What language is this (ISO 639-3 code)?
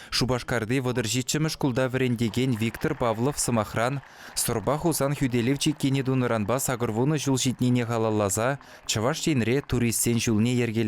chv